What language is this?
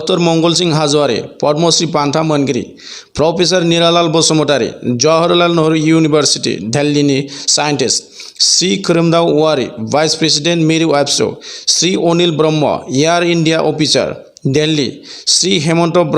Bodo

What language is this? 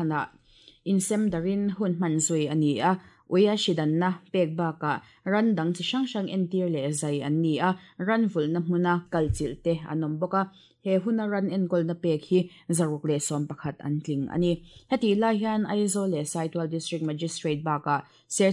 Mizo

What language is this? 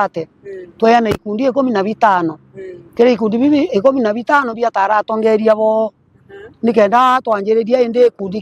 Meru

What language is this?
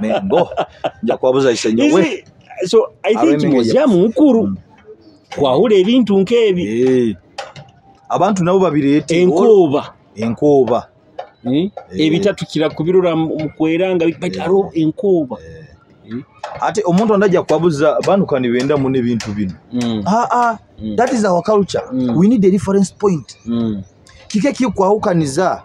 Nyoro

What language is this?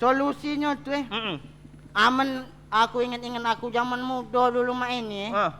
Musi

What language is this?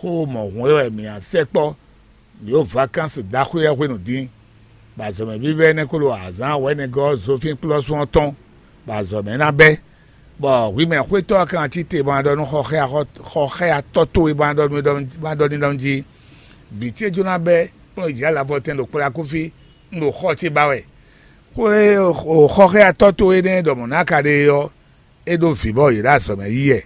Fon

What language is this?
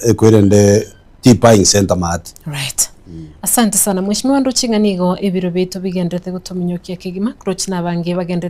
Gusii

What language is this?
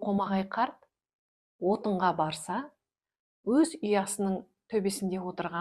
Kazakh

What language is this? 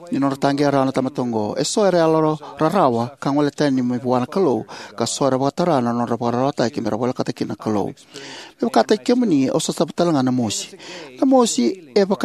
Fijian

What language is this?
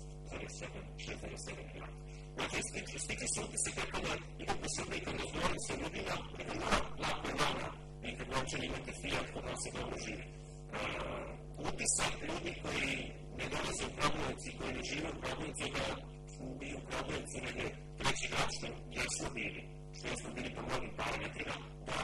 Serbian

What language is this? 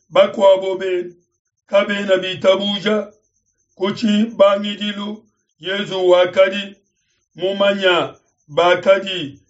Luba-Lulua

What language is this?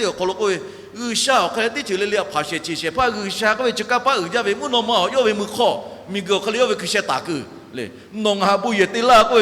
Lahu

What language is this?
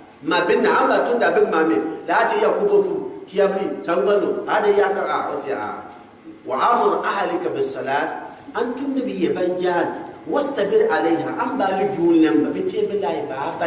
Gourmanchéma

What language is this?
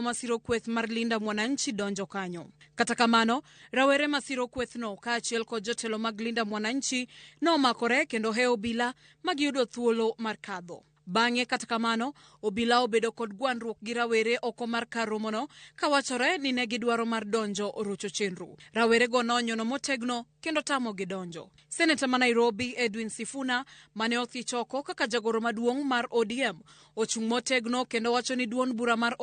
Luo (Kenya and Tanzania)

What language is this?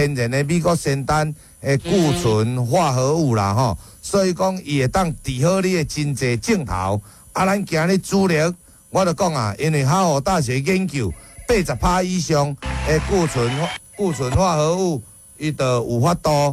Min Nan Chinese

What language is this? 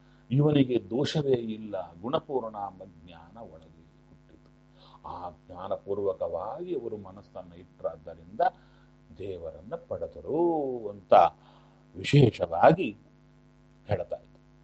Kannada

